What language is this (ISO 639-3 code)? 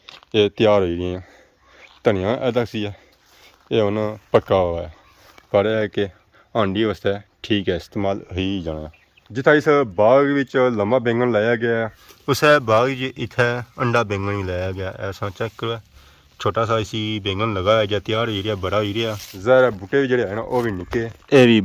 phr